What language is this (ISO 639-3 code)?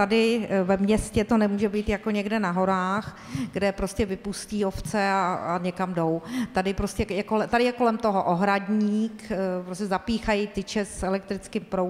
ces